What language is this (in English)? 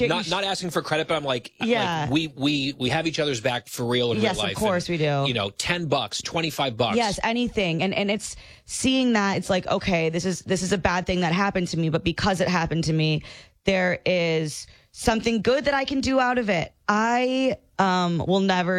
English